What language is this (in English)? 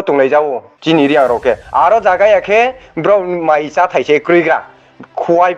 Riang (India)